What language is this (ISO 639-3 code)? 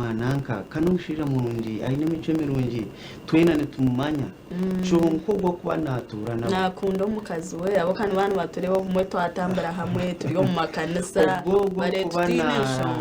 nyn